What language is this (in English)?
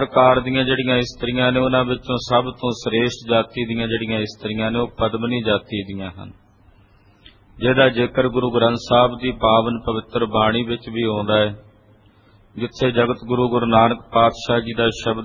Punjabi